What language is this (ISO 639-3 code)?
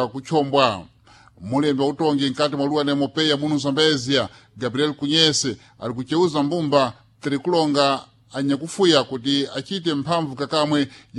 seh